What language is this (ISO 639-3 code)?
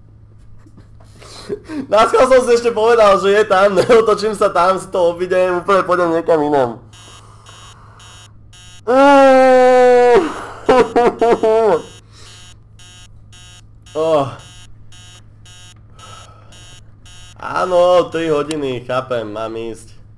slk